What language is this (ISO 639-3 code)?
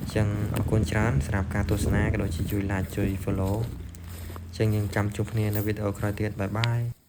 khm